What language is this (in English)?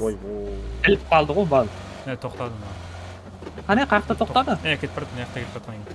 Kara-Kalpak